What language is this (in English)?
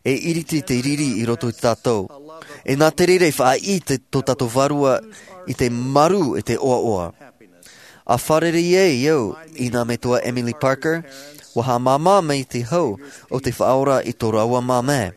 Tahitian